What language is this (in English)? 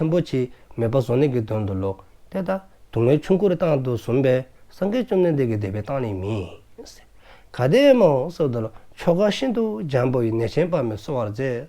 Dzongkha